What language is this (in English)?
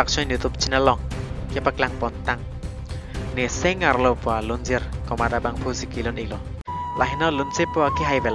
Karbi